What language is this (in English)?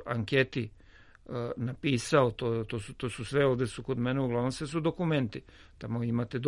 Serbian